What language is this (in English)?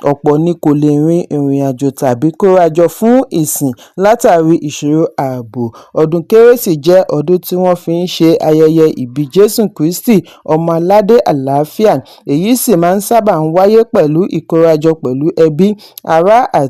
Yoruba